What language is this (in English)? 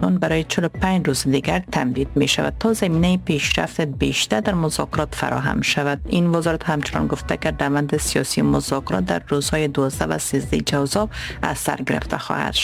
Persian